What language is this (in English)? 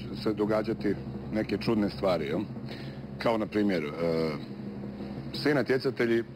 Croatian